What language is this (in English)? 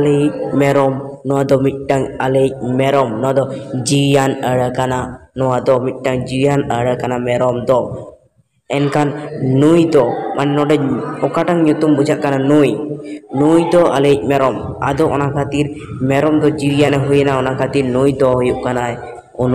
Santali